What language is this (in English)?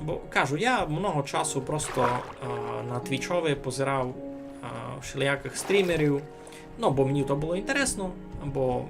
Rusyn